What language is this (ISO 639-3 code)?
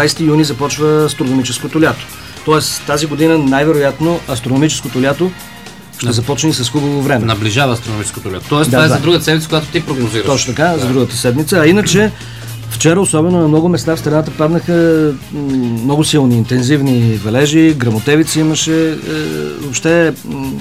bul